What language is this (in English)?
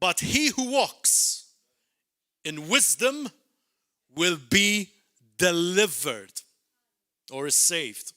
English